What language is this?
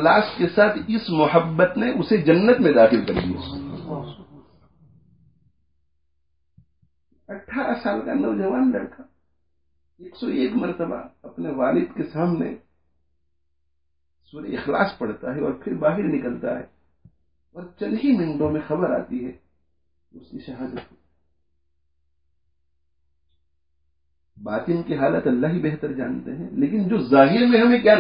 Urdu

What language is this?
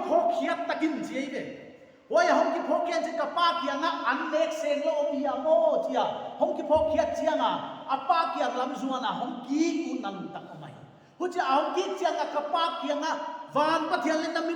Paite Chin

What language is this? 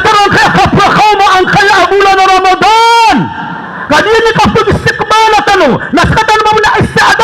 Maranao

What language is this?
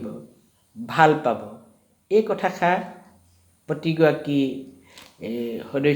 Assamese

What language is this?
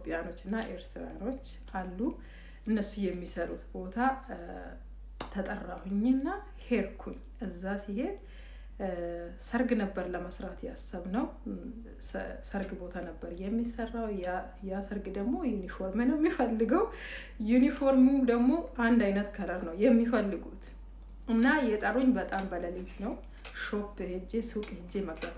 Amharic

